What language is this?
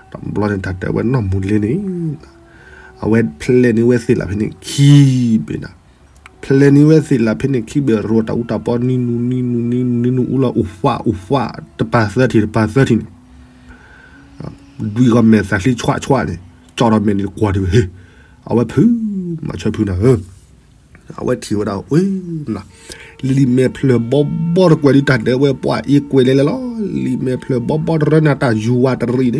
S'gaw Karen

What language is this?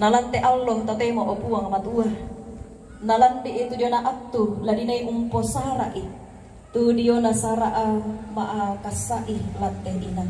Toraja-Sa'dan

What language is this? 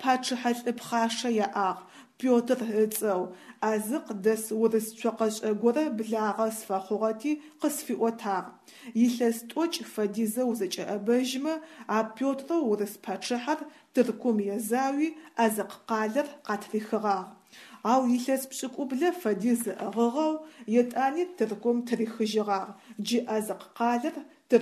Adyghe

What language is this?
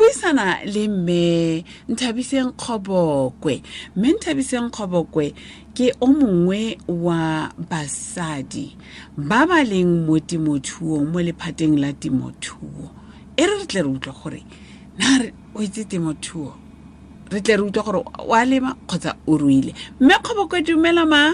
Tswana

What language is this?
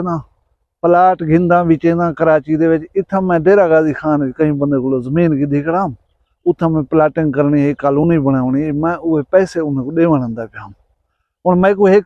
Saraiki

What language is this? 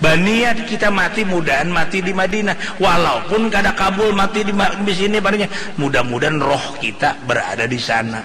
Banjar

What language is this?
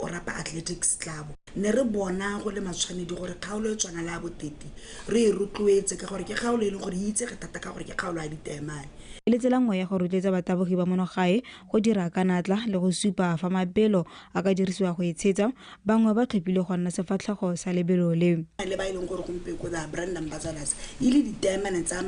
Tswana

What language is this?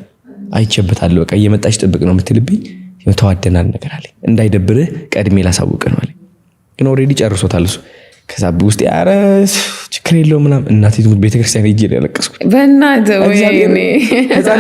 Amharic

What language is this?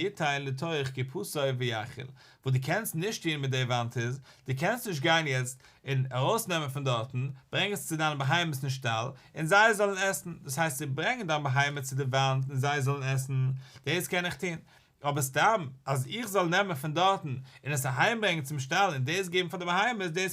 Yiddish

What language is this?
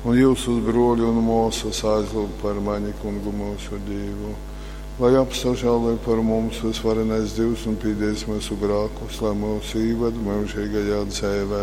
Latgalian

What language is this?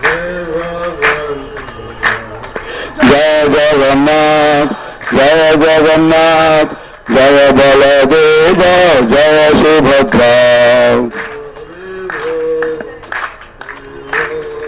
Odia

